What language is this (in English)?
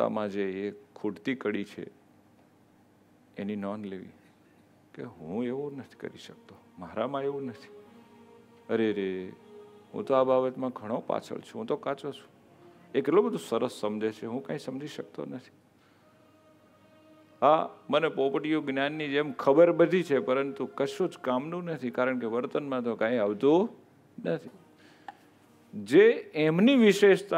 Gujarati